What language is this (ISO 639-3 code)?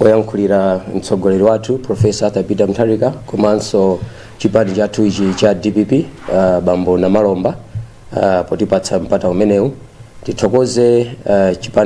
nya